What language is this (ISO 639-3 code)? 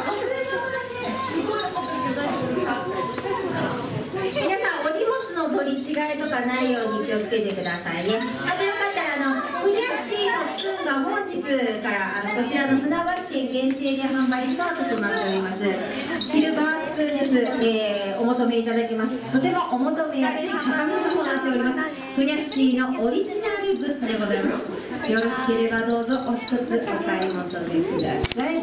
jpn